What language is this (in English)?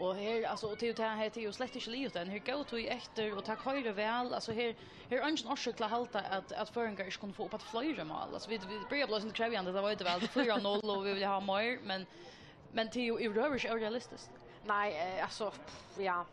Faroese